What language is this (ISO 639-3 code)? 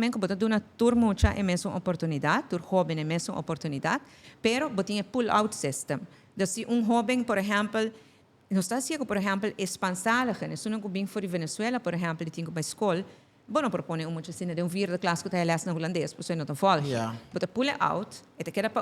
pap